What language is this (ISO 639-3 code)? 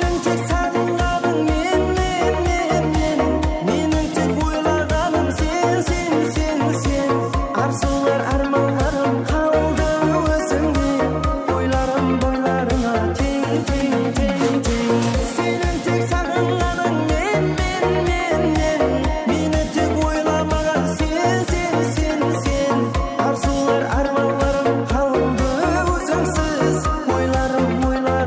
kaa